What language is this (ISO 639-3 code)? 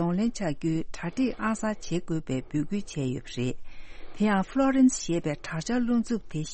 bod